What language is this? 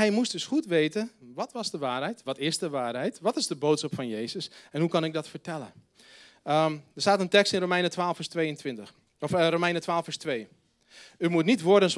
Dutch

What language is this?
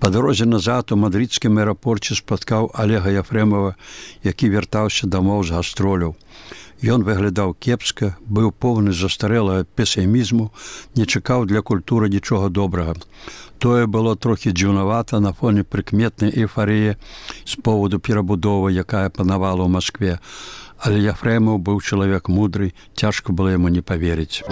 Belarusian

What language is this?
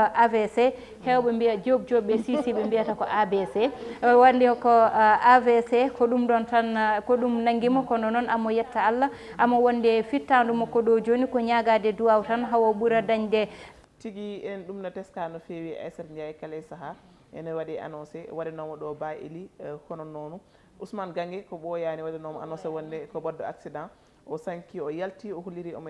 Fula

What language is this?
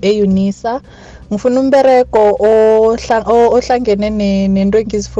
South Ndebele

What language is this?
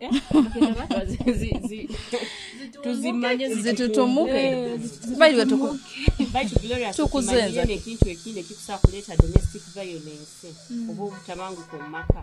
Nyoro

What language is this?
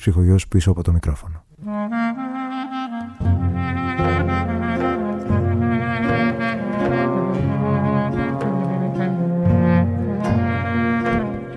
Greek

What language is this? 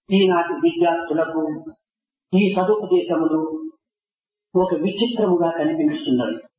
Telugu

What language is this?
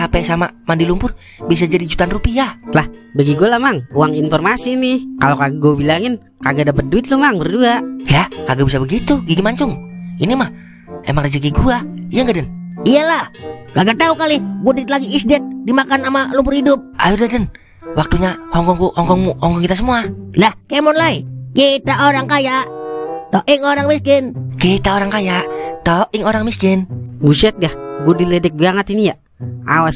Betawi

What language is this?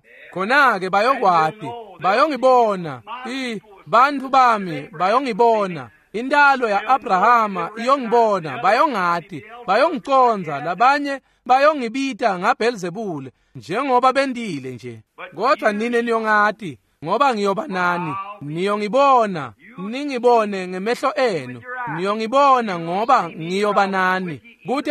Swati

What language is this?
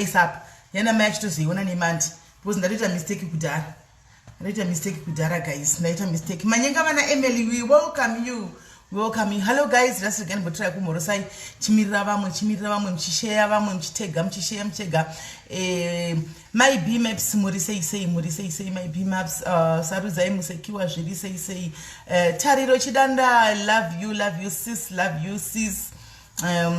Shona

